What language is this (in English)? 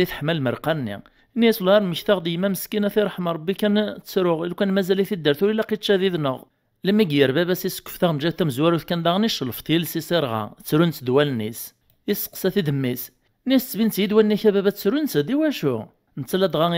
Kabyle